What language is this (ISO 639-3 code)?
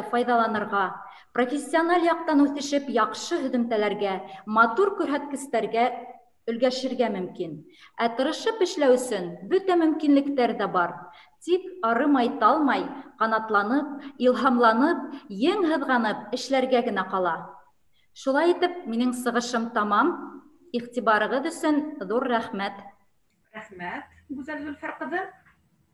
bak